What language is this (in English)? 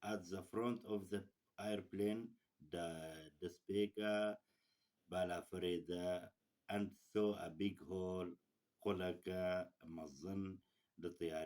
Kurdish